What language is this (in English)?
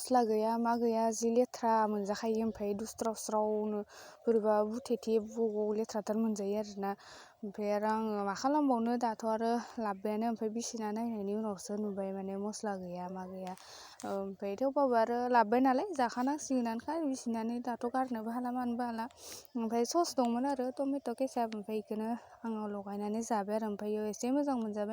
Bodo